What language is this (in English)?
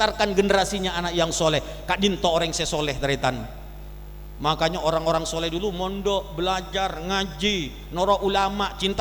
Madurese